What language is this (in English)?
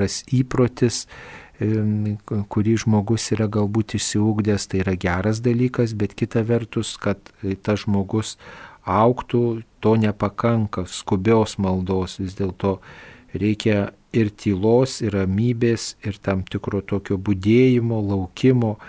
Lithuanian